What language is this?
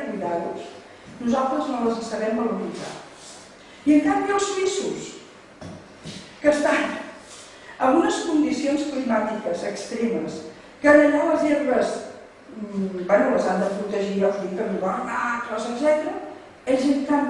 Catalan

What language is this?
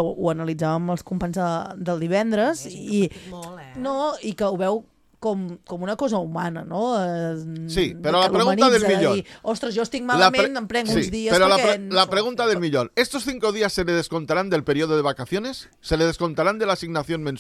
Catalan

